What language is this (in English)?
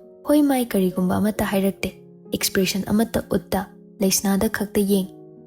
Manipuri